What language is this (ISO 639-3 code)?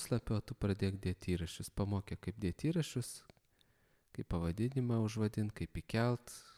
lit